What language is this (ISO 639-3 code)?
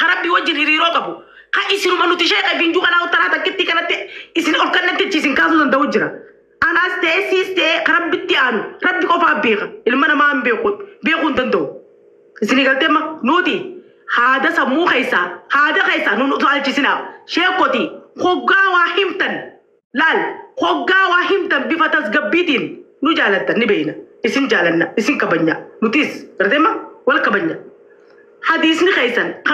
orm